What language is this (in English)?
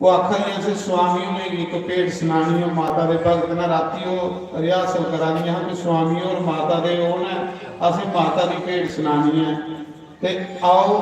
Dogri